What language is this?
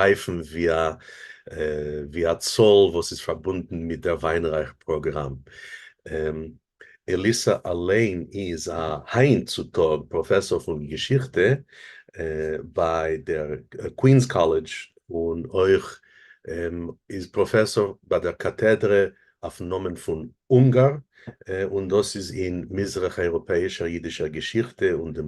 Yiddish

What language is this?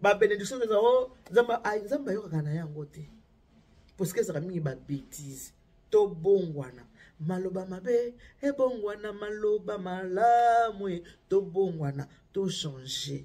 Lingala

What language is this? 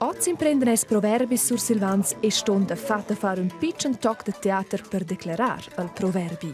Romansh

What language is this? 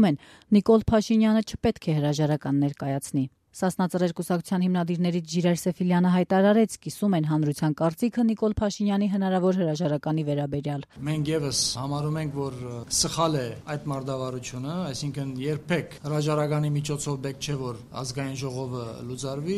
Armenian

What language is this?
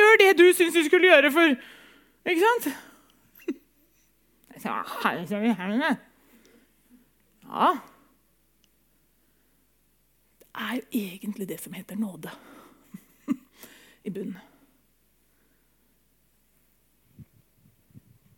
Norwegian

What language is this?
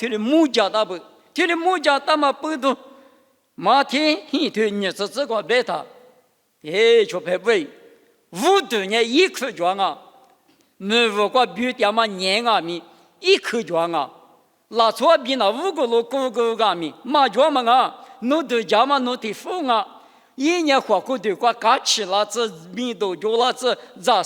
Lisu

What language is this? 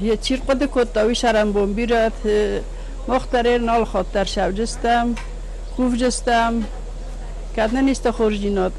Ossetic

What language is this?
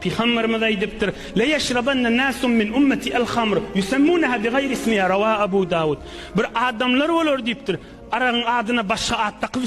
Turkmen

